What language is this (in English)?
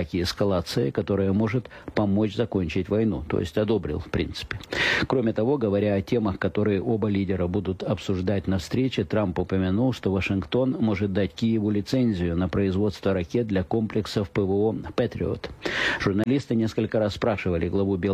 Russian